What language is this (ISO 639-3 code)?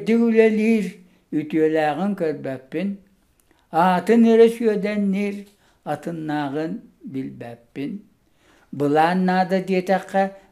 sah